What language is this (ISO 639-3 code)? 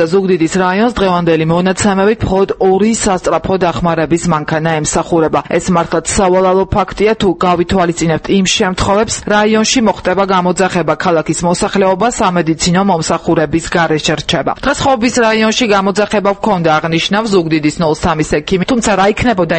kat